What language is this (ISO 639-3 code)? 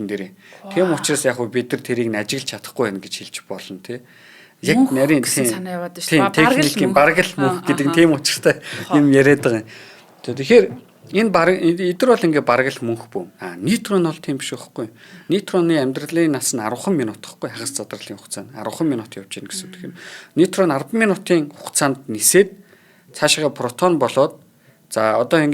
mon